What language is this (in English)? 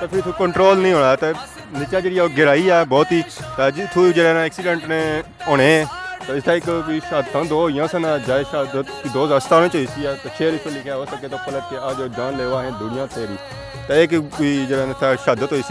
Pahari-Potwari